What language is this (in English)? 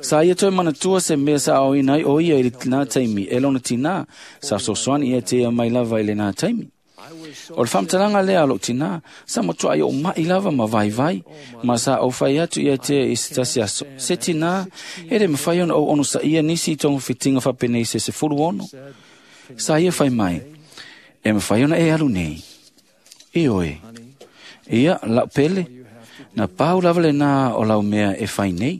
Samoan